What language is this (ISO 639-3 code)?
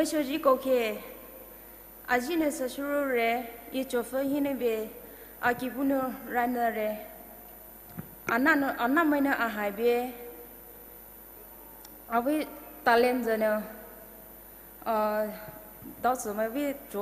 pmx